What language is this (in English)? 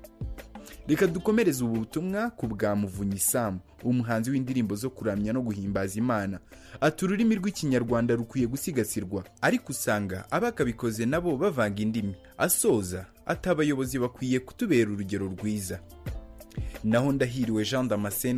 Kinyarwanda